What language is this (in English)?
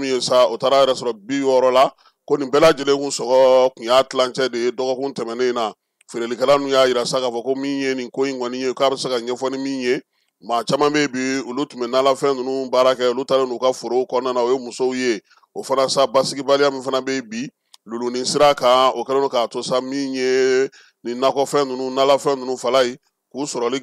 Bambara